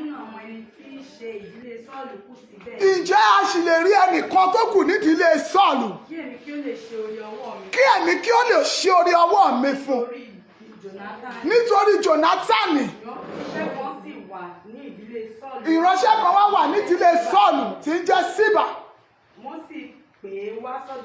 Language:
Yoruba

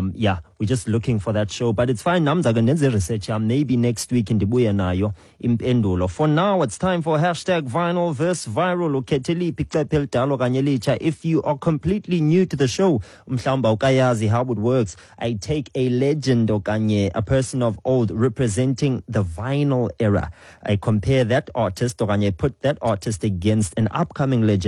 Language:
Xhosa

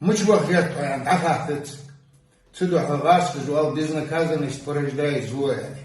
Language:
Ingush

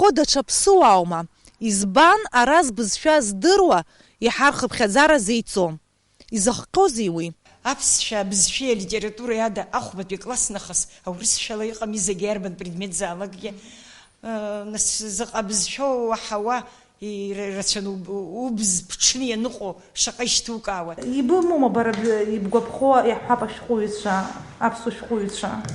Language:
Abkhazian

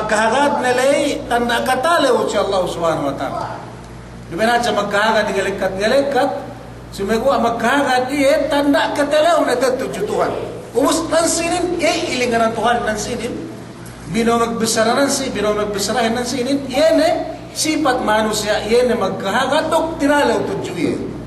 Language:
Yakan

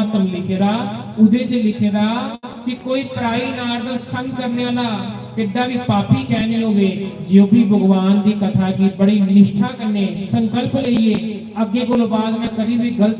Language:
Dogri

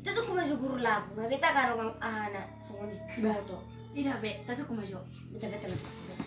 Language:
Batak Toba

